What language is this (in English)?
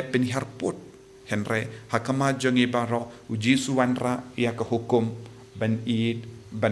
Khasi